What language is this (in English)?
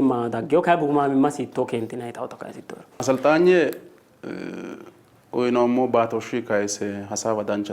Sidamo